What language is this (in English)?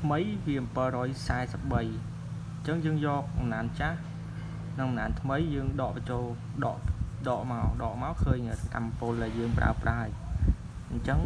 Khmer